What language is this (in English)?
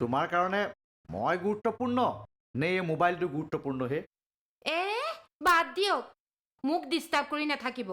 Assamese